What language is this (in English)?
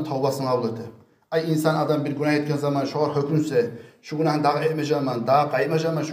Kumyk